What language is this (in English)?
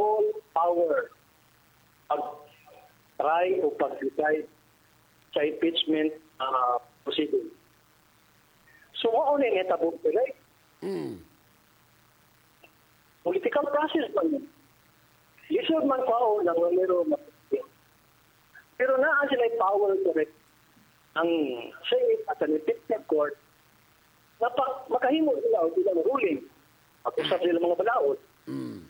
Cebuano